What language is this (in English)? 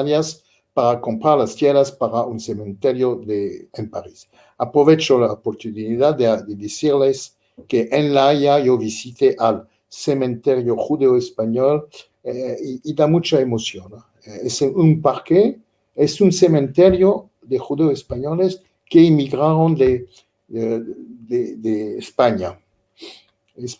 Ladino